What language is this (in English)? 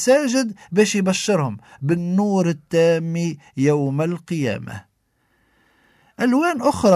Tunisian Arabic